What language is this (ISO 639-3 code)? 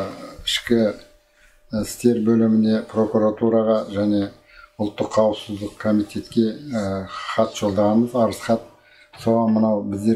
kaz